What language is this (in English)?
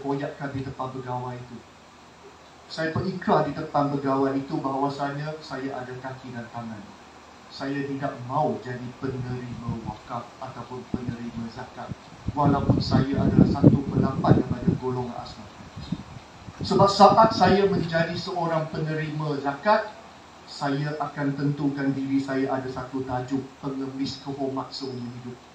Malay